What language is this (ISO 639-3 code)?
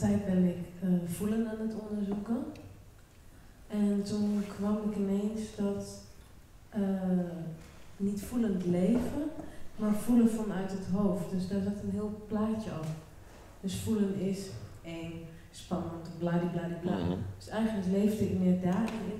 nld